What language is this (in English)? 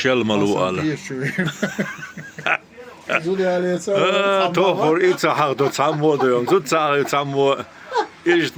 Chechen